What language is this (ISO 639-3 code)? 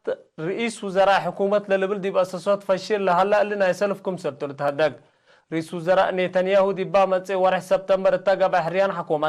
tig